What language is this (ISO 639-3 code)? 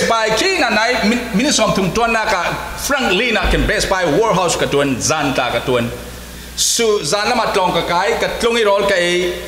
cfm